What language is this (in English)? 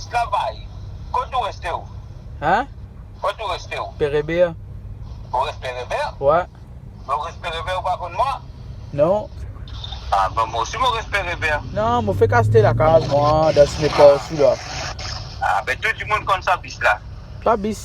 Morisyen